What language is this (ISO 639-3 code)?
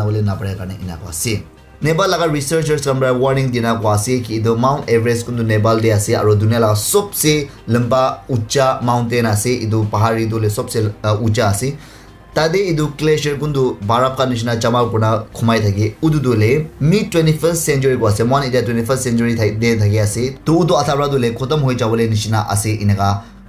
nag